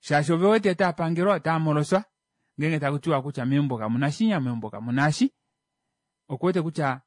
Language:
Kuanyama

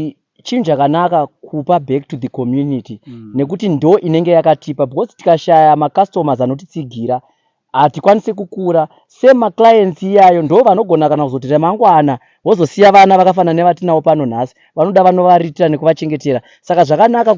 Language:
Shona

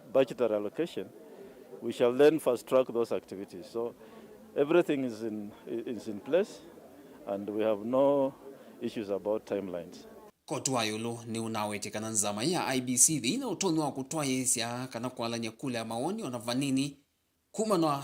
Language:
Kamba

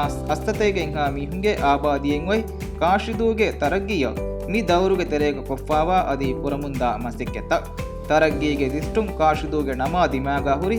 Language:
Divehi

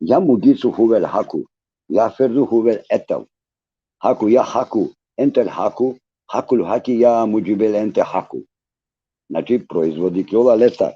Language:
Balkan Romani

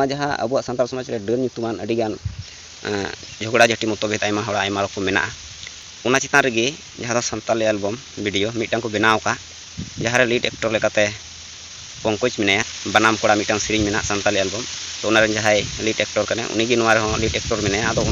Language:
Santali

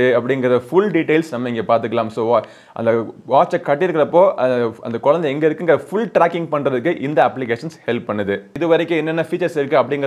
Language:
Tamil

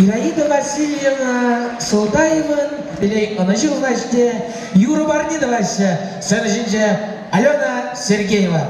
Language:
Chuvash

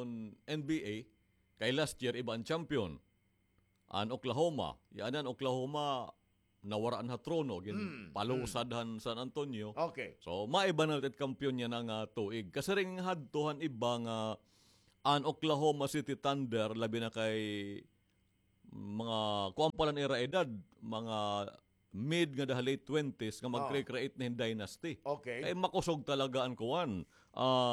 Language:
Waray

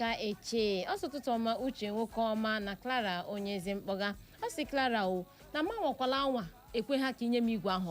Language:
Igbo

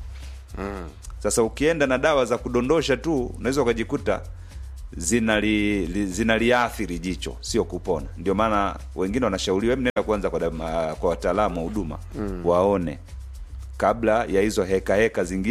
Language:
Swahili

